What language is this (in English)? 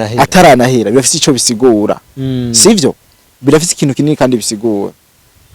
Rundi